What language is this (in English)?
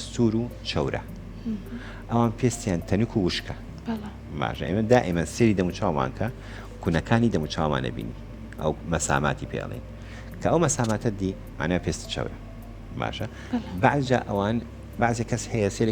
Central Kurdish